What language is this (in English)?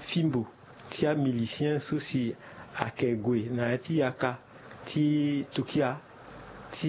Sango